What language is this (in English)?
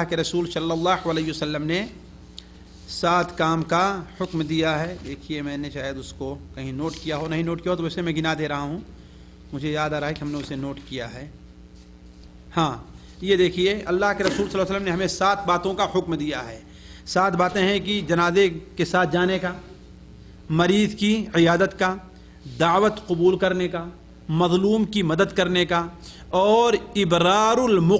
Urdu